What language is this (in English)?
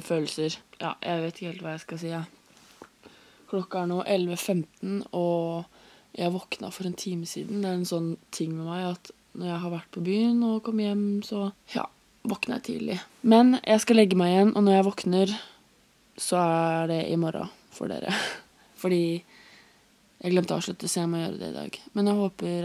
Norwegian